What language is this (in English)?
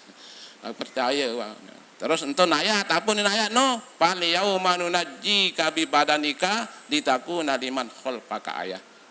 Sasak